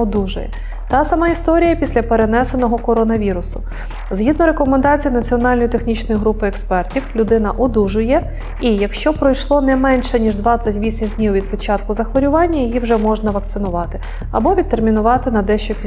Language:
Ukrainian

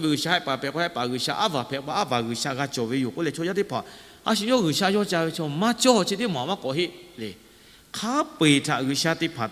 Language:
Lahu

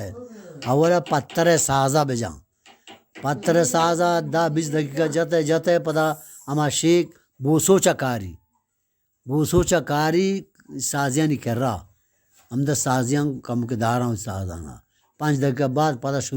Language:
Eastern Balochi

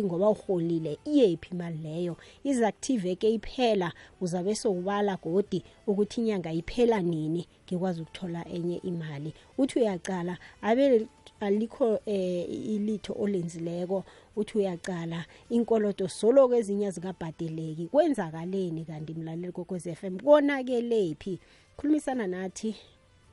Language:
South Ndebele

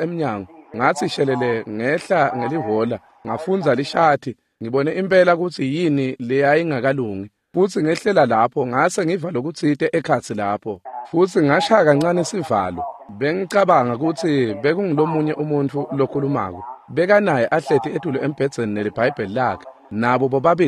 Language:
Swati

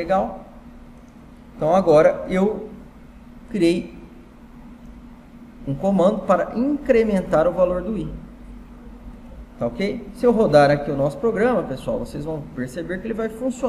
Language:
Portuguese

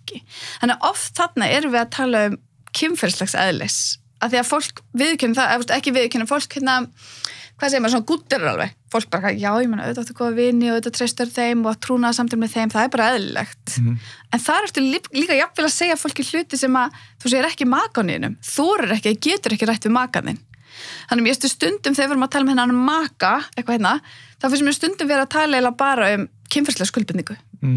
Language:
Icelandic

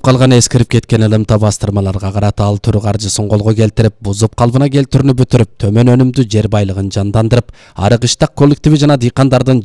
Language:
Kyrgyz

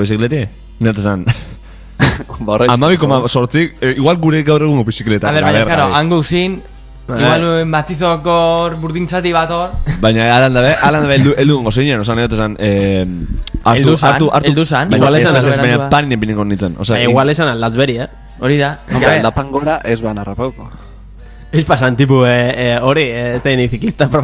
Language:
Basque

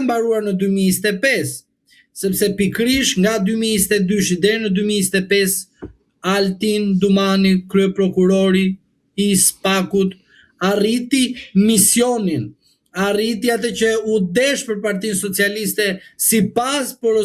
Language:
Albanian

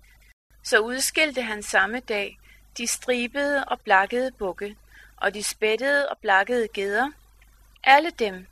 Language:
Danish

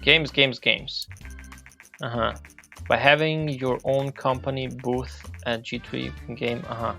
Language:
Rusyn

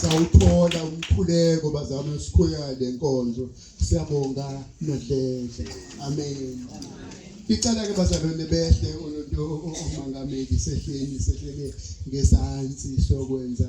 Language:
Zulu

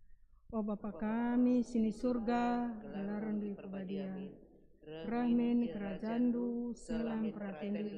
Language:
Batak Karo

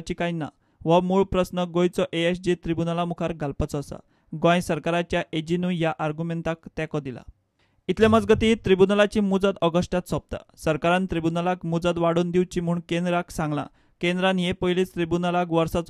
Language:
Konkani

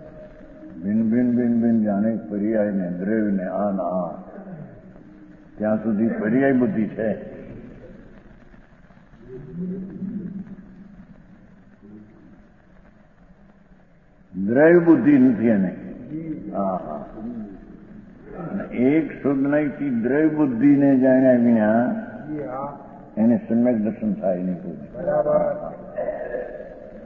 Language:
Gujarati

